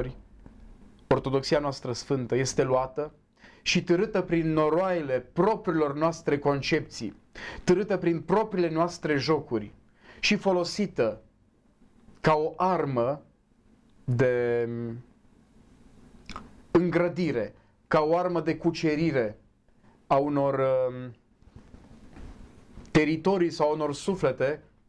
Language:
Romanian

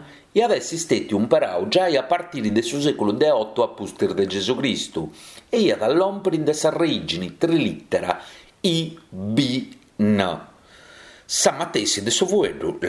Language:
Sardinian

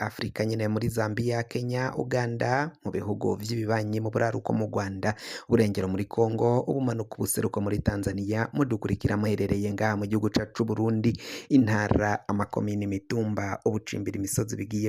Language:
Rundi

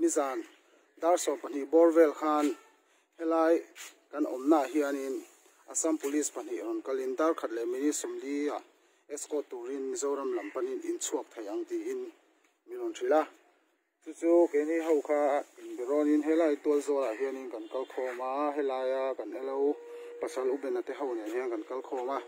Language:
Mizo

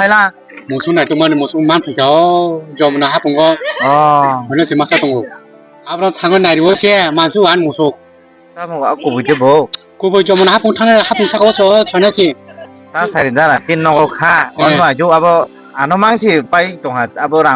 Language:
Kok Borok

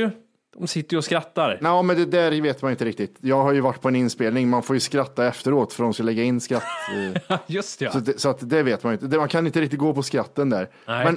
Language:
Swedish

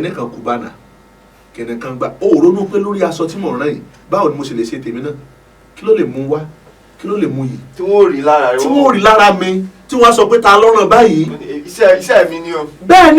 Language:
Yoruba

